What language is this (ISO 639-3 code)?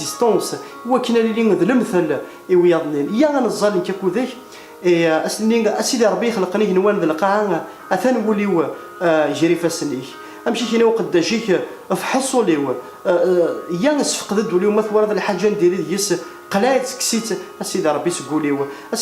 kab